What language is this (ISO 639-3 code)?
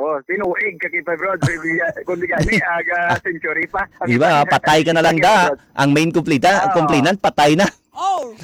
hil